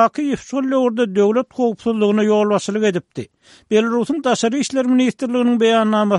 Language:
Turkmen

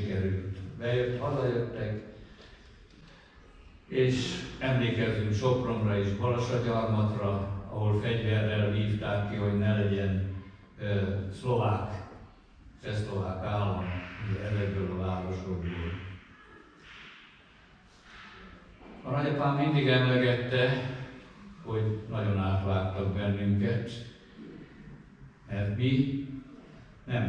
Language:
Hungarian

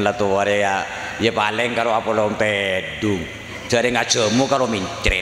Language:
Madurese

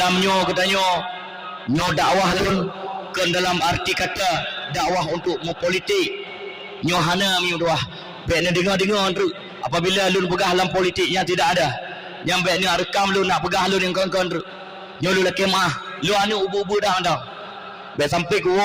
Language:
Achinese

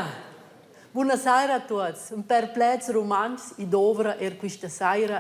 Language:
Romansh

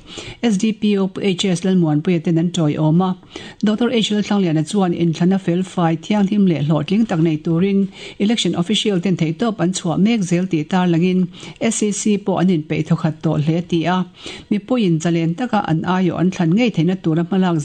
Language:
Mizo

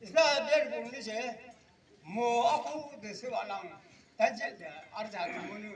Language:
Yimchungru Naga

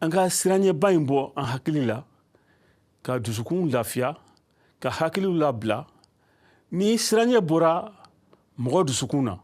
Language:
Bambara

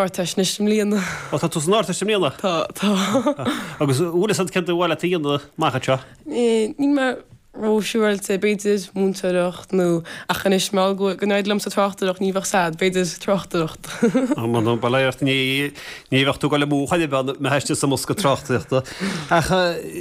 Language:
Irish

